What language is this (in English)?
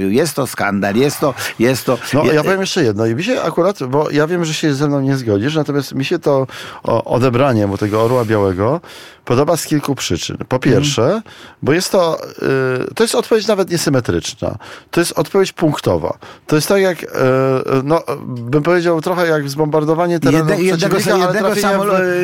Polish